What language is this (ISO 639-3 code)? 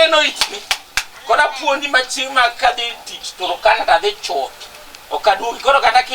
luo